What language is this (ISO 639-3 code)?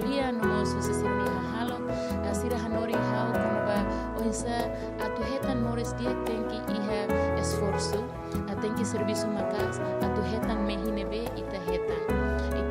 tet